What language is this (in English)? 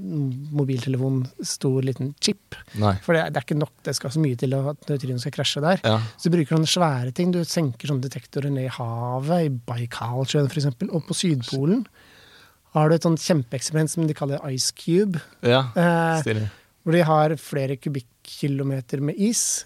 Norwegian